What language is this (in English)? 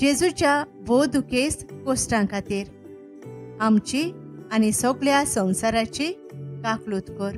Konkani